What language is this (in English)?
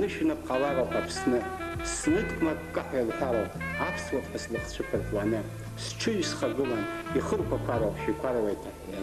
Abkhazian